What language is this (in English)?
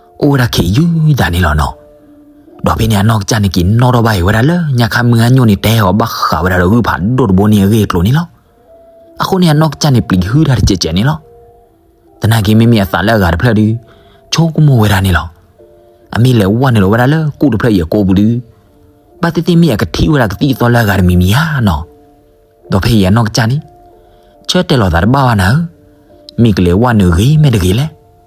S'gaw Karen